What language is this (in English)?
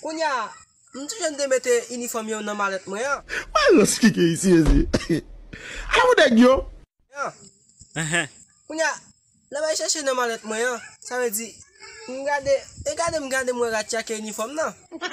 Haitian Creole